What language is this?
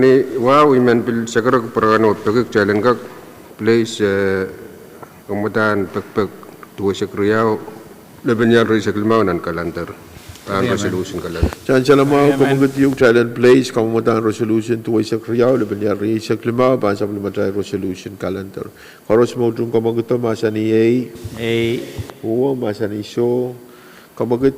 Pohnpeian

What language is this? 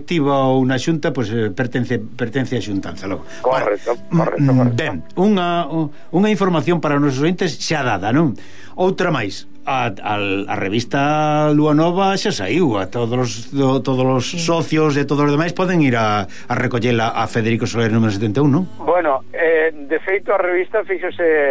Galician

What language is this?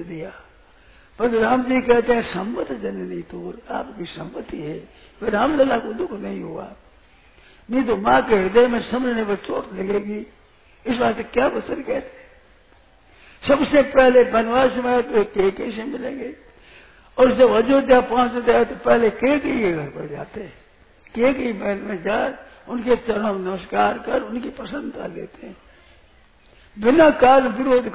Hindi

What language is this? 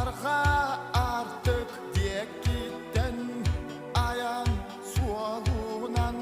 Yakut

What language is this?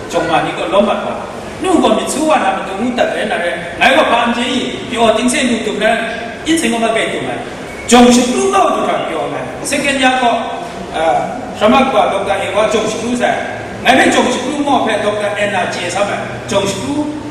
Kachin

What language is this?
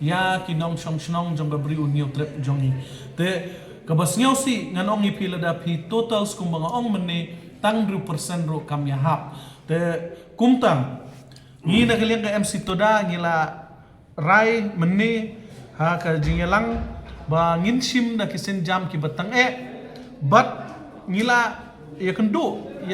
Khasi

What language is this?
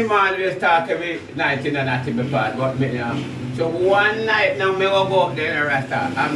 Jamaican Creole English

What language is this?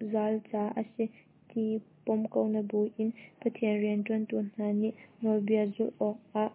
Hakha Chin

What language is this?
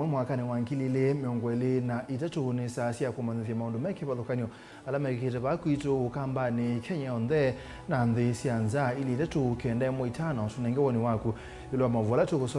Kamba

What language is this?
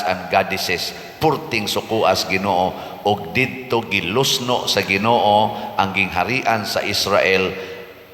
Cebuano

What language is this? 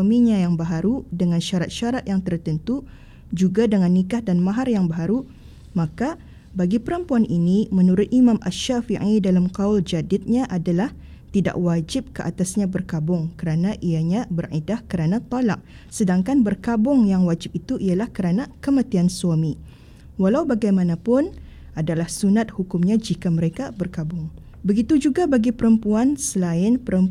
Malay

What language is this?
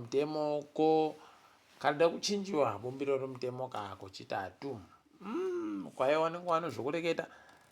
Ndau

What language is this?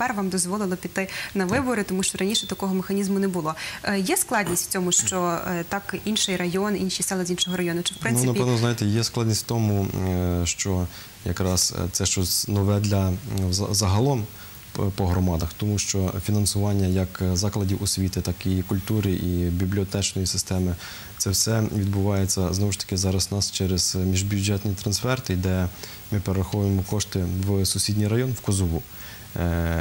Ukrainian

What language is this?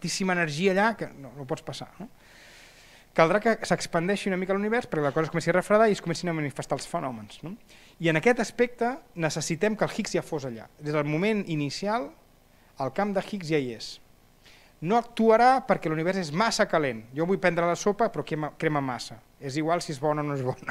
Catalan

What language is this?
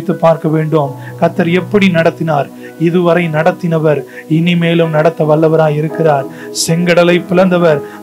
Tamil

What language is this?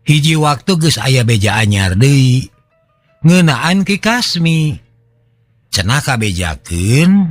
Sundanese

